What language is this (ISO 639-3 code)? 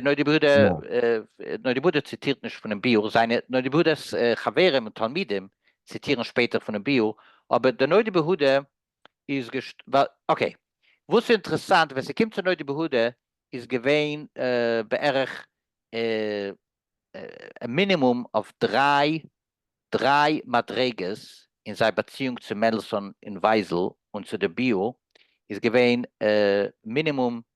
yid